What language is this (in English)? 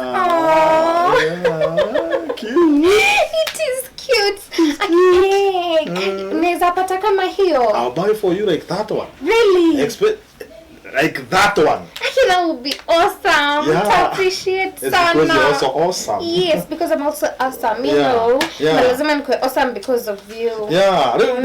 Kikuyu